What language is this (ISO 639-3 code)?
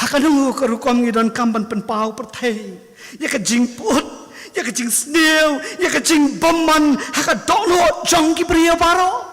kha